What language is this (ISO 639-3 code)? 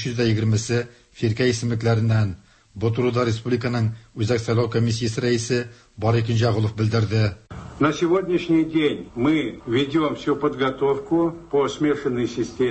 tat